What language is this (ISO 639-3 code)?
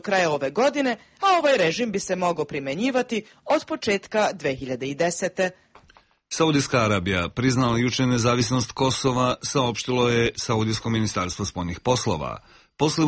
srp